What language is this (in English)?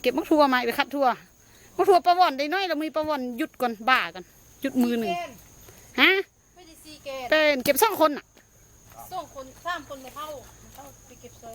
Northeastern Thai